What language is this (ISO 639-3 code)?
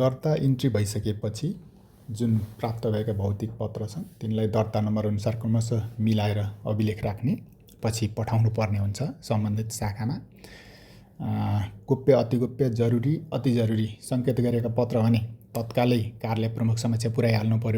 nep